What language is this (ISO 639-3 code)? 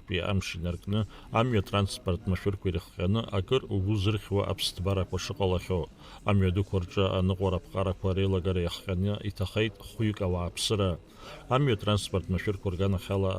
abk